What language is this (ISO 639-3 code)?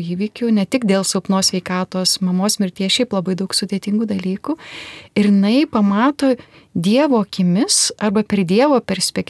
lit